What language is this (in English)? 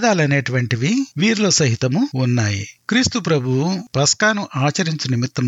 Telugu